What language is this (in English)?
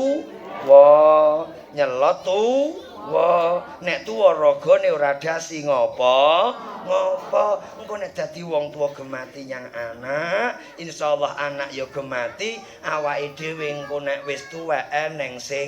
Javanese